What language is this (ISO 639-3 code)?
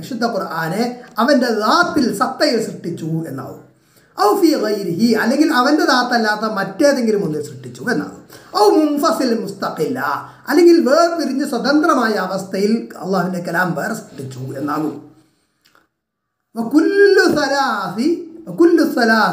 mal